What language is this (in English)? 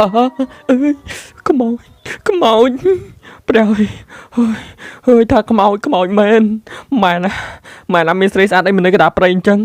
Khmer